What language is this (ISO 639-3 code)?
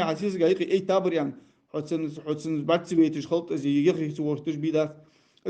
inh